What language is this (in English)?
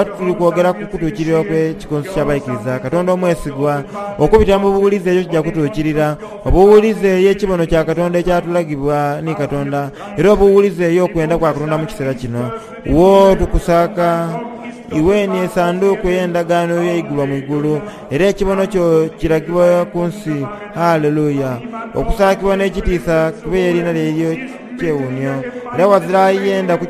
Soga